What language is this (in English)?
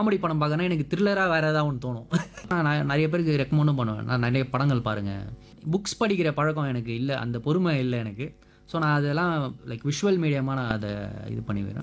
Tamil